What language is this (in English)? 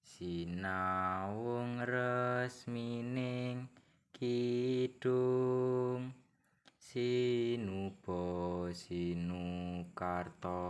Javanese